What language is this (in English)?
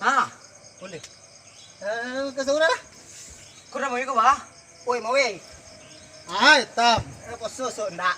Minangkabau